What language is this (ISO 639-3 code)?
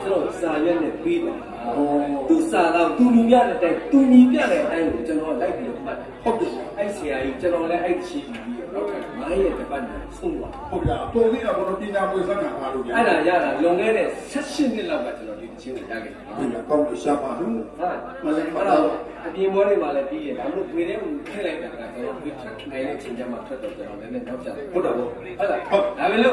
mya